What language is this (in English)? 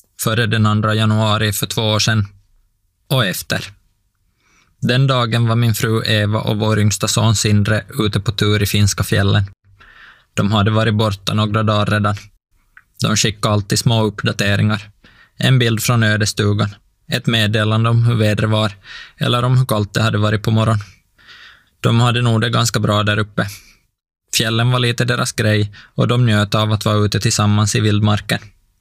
Swedish